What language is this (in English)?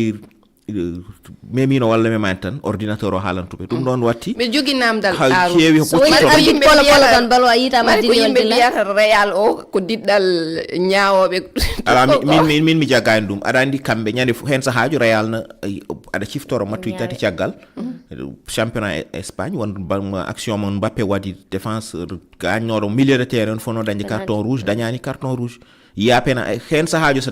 Fula